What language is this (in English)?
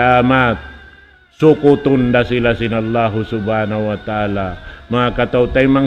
Tausug